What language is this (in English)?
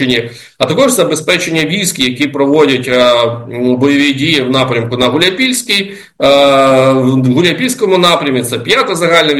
Ukrainian